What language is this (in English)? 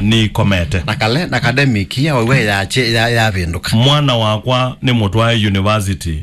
Kamba